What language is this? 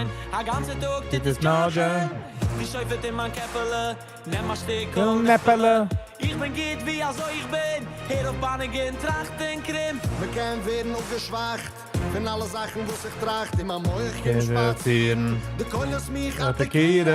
Yiddish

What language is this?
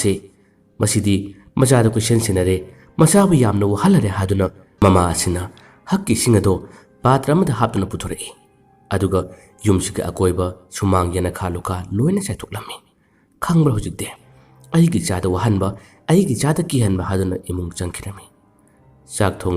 Manipuri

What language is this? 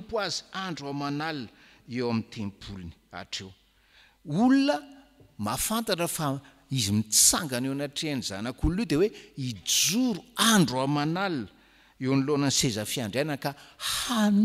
Malagasy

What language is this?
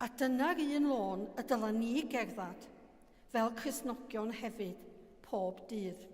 Welsh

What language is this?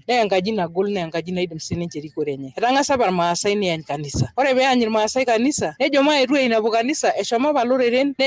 Masai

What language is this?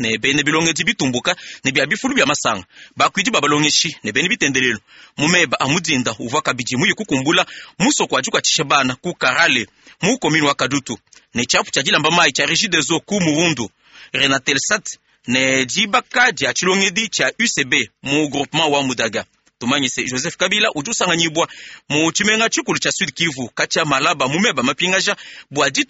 Luba-Lulua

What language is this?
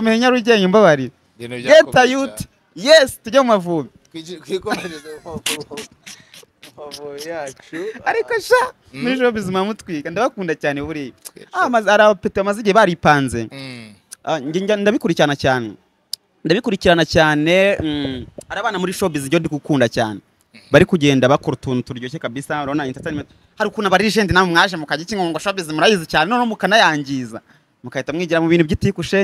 Kinyarwanda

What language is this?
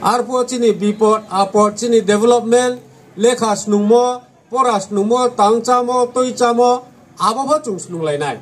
Riang (India)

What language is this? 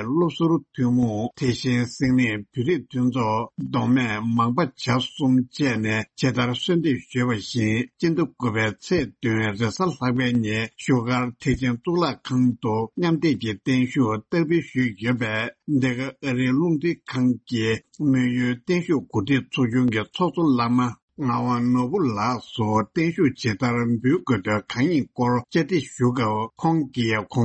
Tibetan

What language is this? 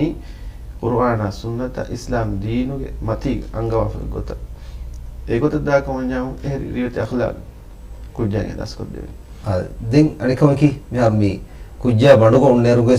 Divehi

